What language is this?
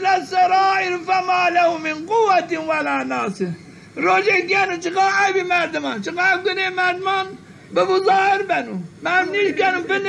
Zaza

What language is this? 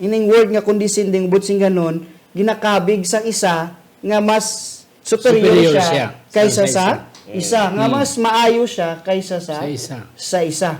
Hiligaynon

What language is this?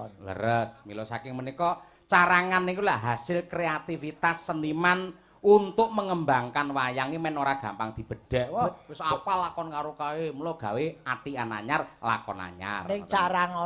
Javanese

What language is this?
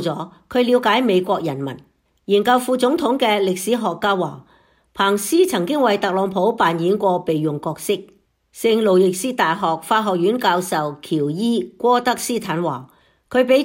Cantonese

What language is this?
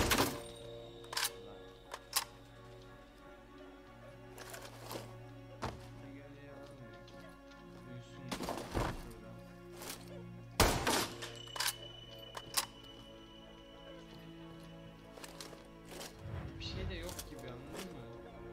Turkish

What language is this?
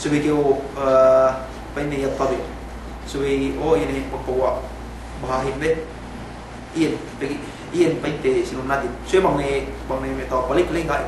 Yakan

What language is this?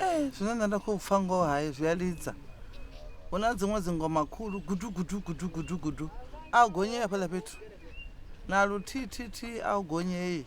Venda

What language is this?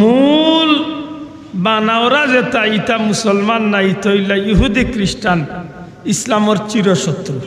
Sylheti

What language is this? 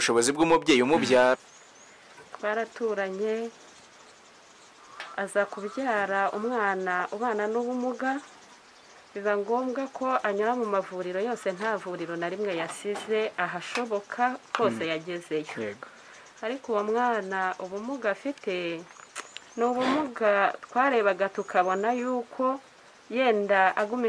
Kinyarwanda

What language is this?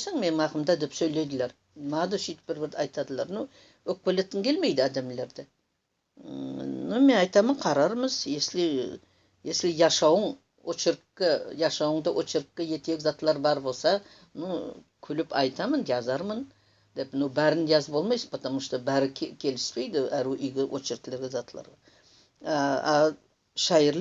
Nogai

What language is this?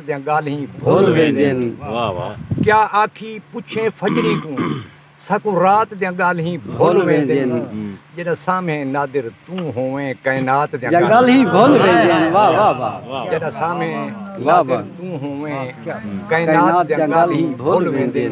Saraiki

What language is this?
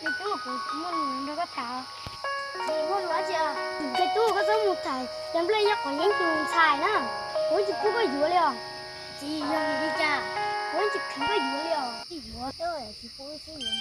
Hmong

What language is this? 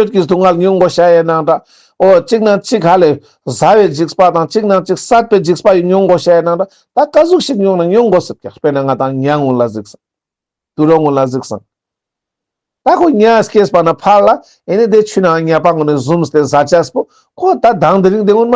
Ladakhi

